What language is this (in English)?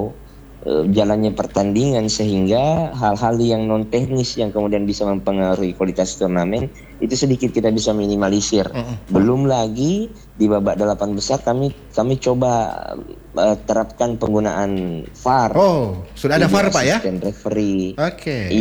Indonesian